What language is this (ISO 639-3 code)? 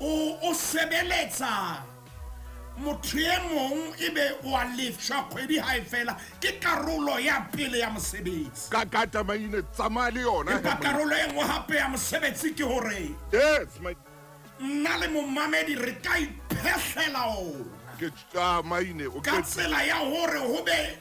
sot